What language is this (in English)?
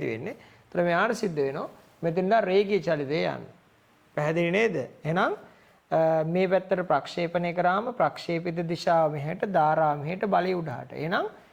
Sinhala